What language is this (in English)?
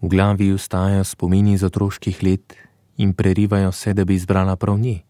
Slovenian